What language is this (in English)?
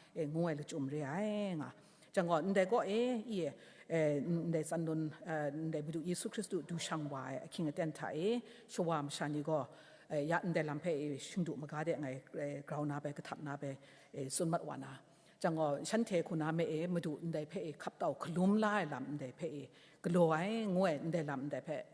Kachin